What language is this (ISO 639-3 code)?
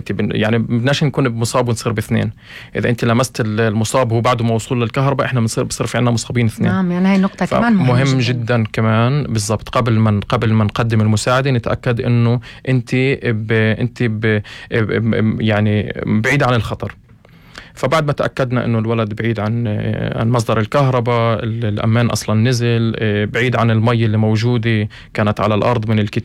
apc